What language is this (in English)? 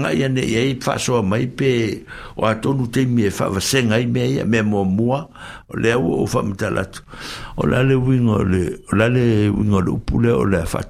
Samoan